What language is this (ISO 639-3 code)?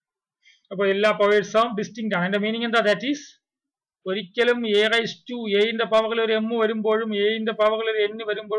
mal